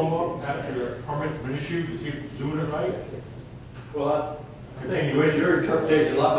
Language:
English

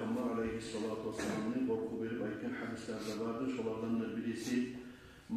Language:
Kumyk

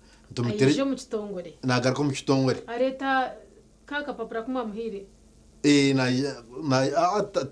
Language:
Nyankole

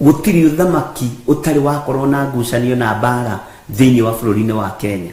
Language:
Kikuyu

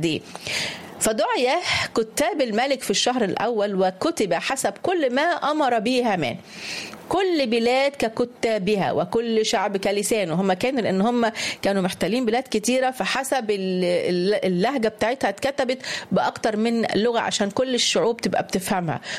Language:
Egyptian Arabic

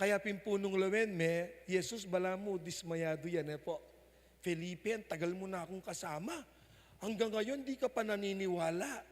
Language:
Pampanga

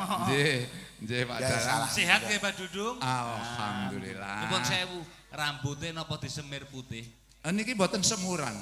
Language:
Javanese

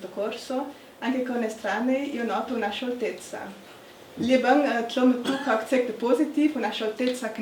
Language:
Ladin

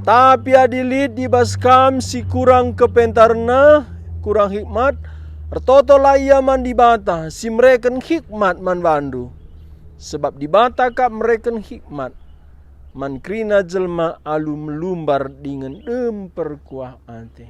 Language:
Batak Karo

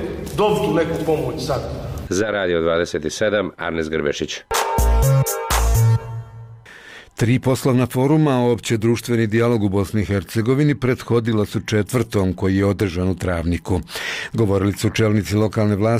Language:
Bosnian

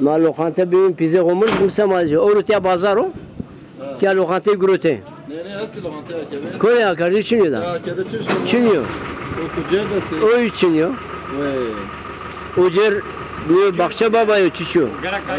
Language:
Zaza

